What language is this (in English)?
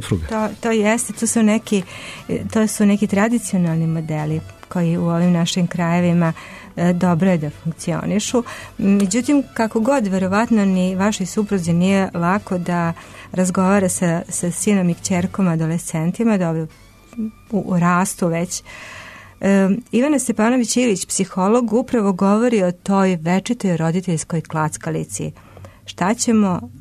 Serbian